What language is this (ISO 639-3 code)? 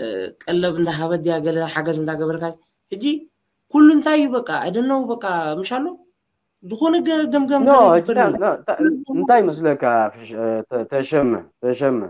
tir